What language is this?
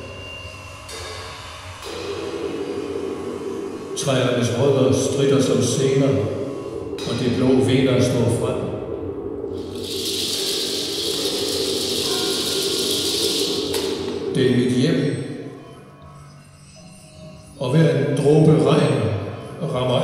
Danish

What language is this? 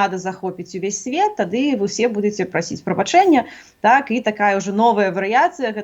Belarusian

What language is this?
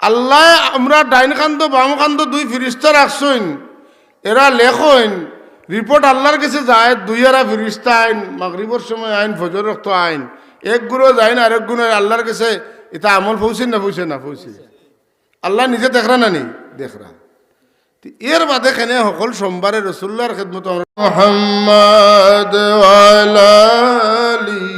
Sylheti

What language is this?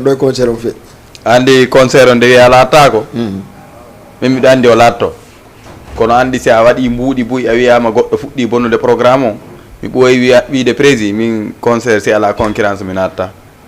Fula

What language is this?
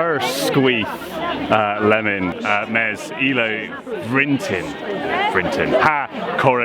Cornish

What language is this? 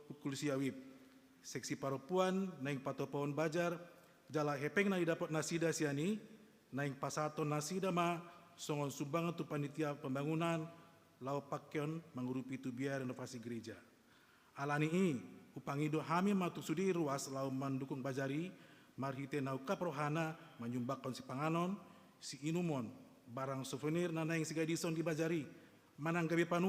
Batak Toba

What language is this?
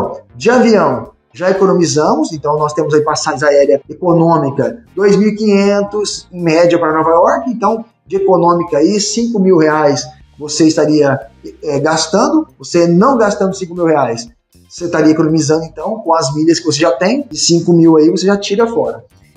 Portuguese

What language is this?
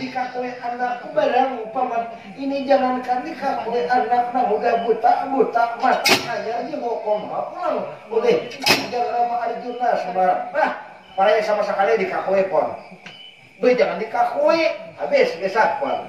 Banjar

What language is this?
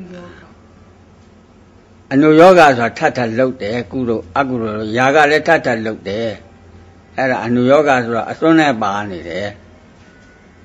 Burmese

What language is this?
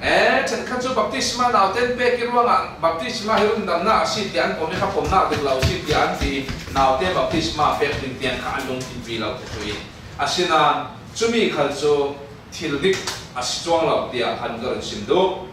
Falam Chin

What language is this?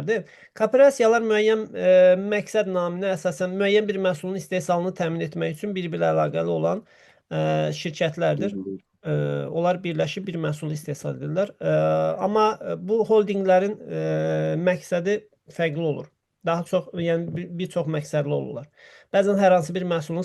Azerbaijani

